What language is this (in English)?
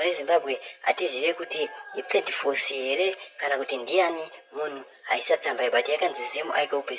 Shona